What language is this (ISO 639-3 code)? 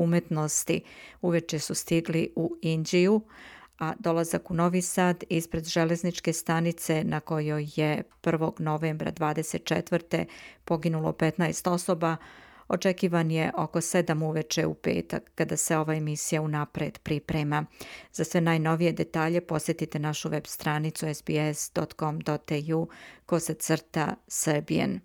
srp